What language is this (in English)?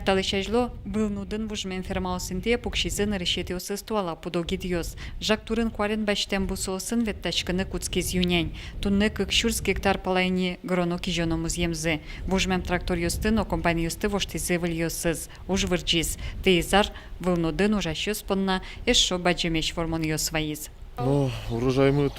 Udmurt